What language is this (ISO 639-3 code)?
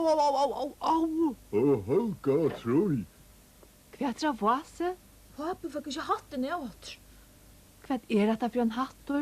fao